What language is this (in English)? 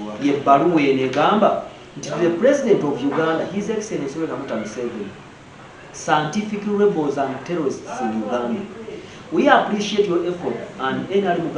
Ganda